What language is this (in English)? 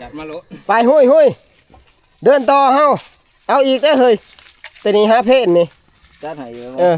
Northeastern Thai